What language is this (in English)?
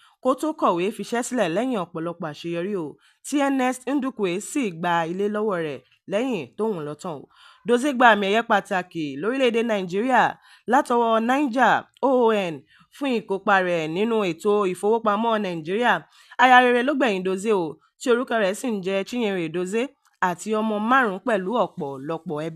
Yoruba